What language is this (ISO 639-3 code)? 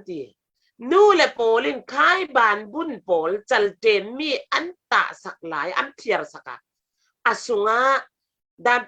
cfm